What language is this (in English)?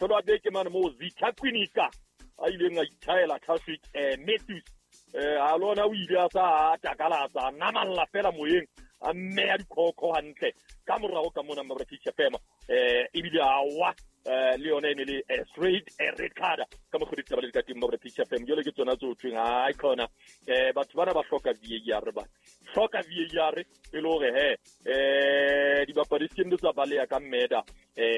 Southern Sotho